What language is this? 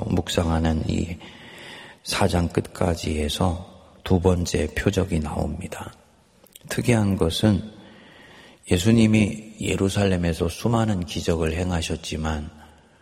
Korean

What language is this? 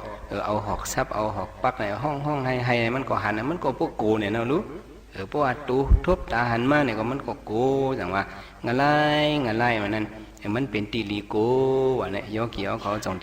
Shan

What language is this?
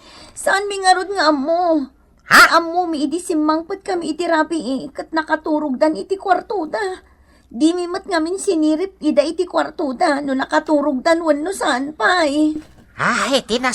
Iloko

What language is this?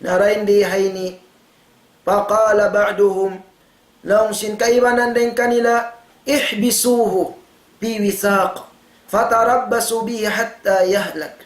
Tausug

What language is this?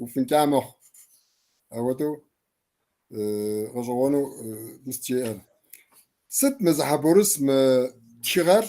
Kabardian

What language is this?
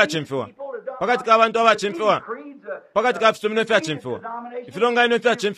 Bemba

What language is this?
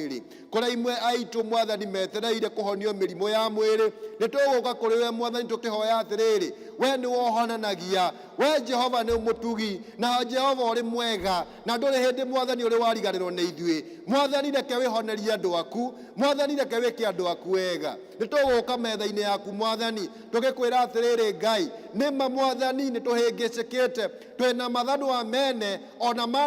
Kikuyu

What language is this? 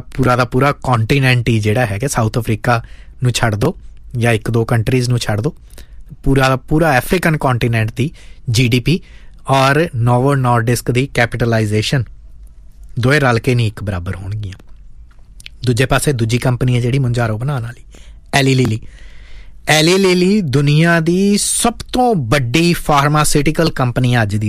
Punjabi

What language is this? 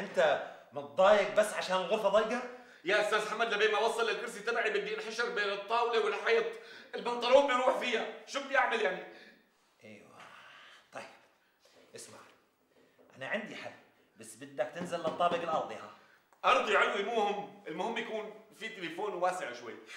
North Levantine Arabic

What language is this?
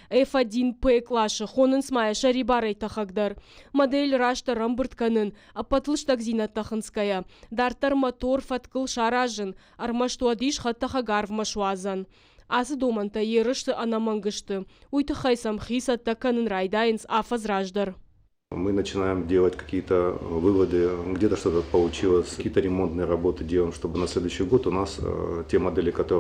Ossetic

